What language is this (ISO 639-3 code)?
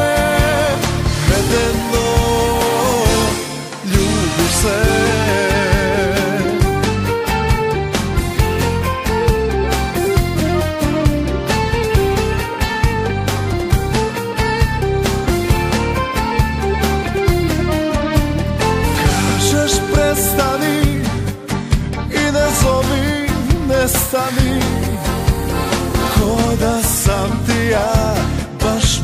srp